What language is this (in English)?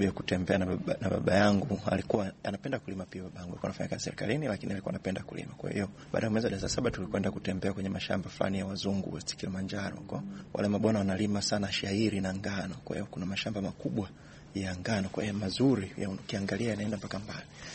Swahili